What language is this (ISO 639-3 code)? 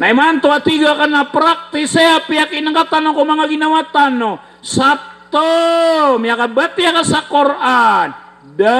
mrw